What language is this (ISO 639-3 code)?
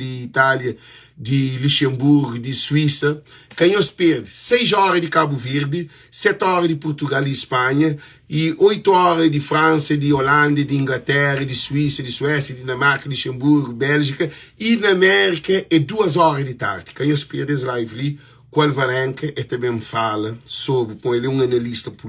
kea